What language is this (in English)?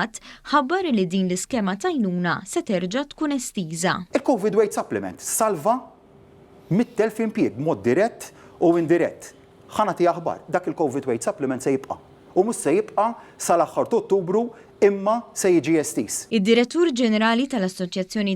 Maltese